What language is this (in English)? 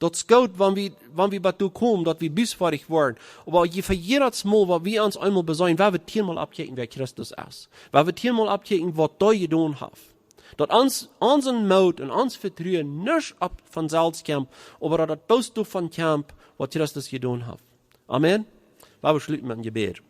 Plautdietsch